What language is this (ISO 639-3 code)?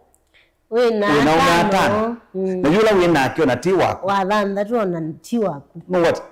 kam